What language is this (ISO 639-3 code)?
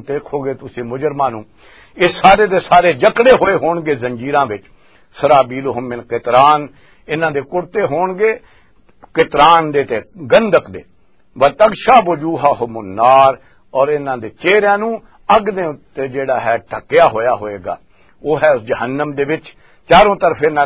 lah